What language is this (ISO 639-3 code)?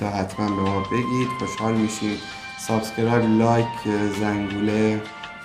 fas